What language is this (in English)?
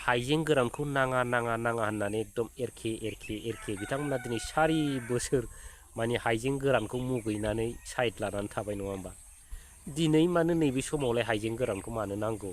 Bodo